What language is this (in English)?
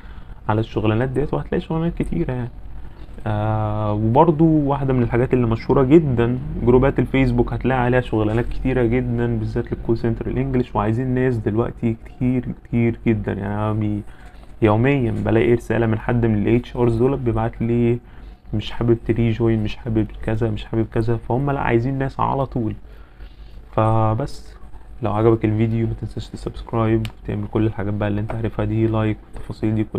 Egyptian Arabic